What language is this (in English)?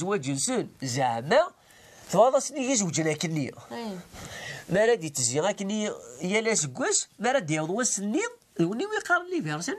Kabyle